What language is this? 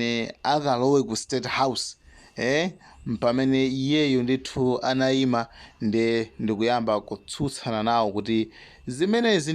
Nyanja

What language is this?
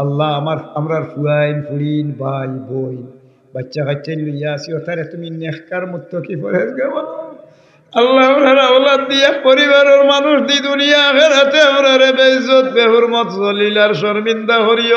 Sylheti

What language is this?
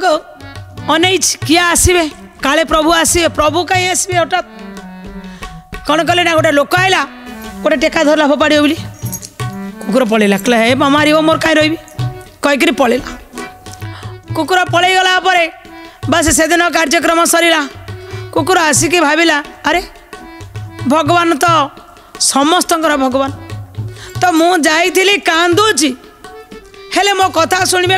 Odia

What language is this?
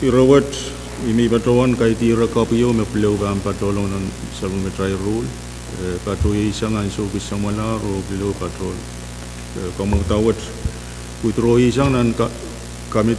Pohnpeian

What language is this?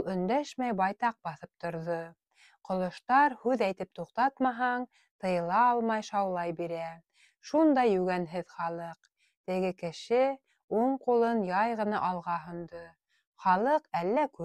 Bashkir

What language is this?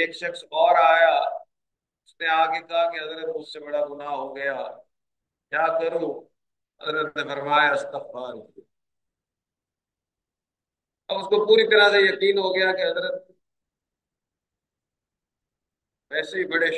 Urdu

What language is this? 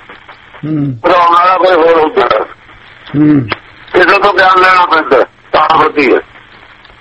Punjabi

